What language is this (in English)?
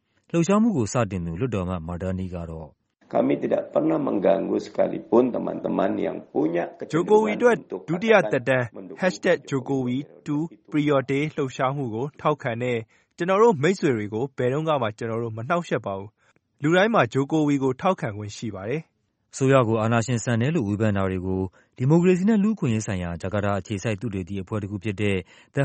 Burmese